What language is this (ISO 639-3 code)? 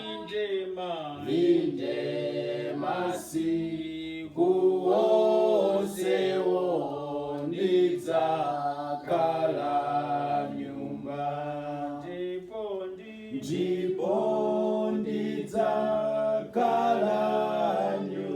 nya